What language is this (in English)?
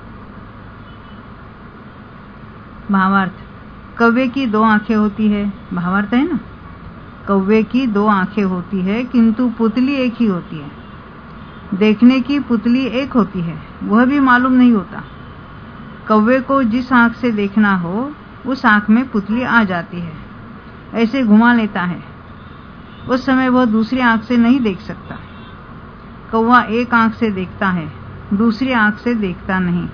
Hindi